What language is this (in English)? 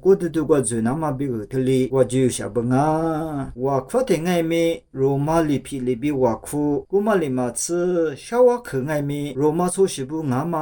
Lisu